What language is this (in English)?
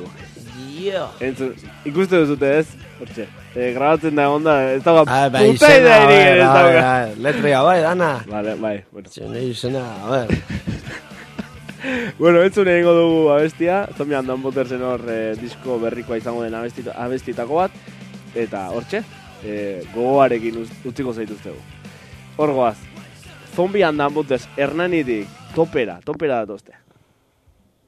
Basque